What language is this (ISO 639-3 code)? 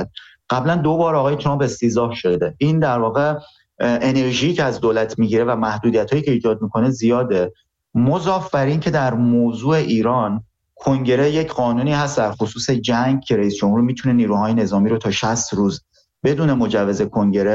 fas